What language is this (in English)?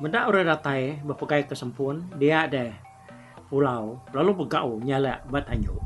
Iban